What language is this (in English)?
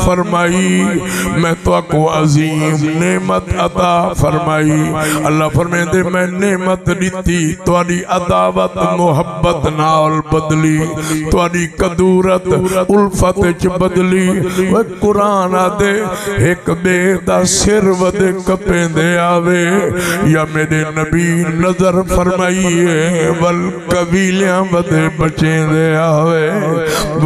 Saraiki